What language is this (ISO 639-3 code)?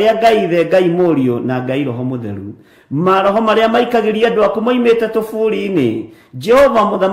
kik